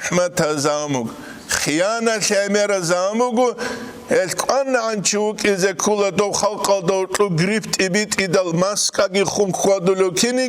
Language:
Avaric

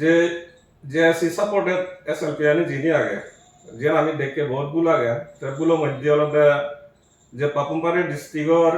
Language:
Chakma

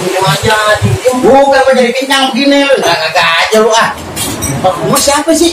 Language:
Betawi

